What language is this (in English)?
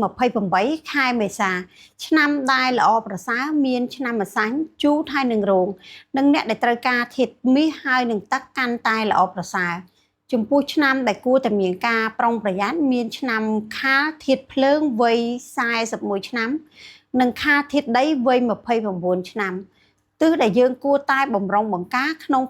Khmer